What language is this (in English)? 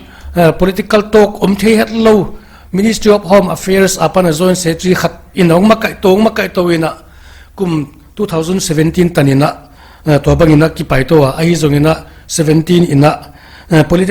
Paite Chin